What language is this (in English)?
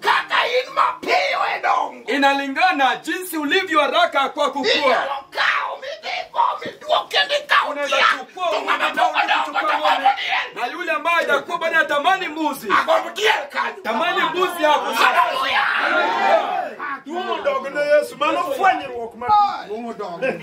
Luo (Kenya and Tanzania)